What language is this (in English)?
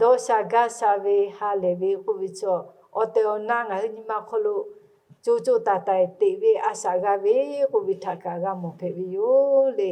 Lahu